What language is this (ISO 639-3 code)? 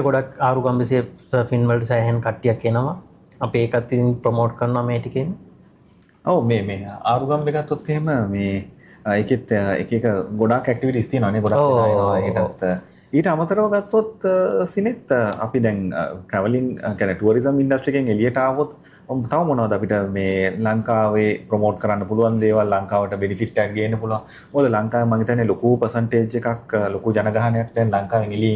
sin